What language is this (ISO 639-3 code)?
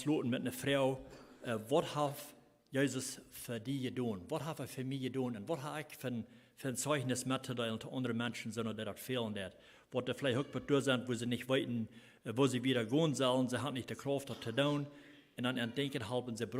pdt